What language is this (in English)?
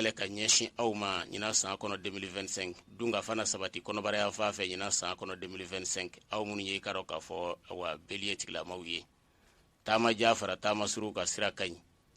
Bambara